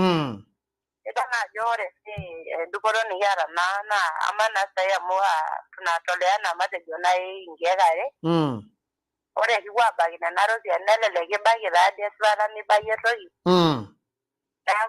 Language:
Masai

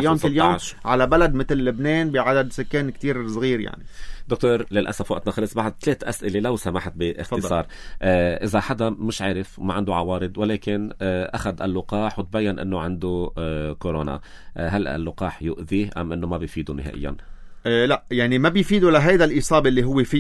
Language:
North Levantine Arabic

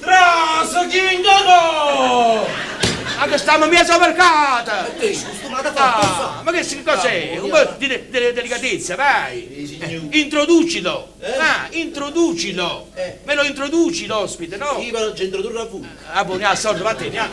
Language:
Neapolitan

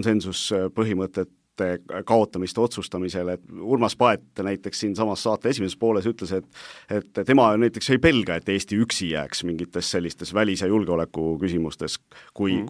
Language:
Estonian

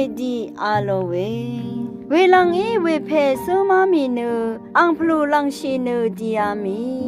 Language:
Rawang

